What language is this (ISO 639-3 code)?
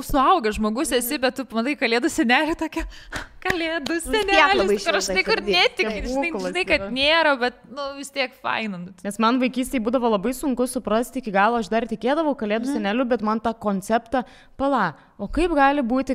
lit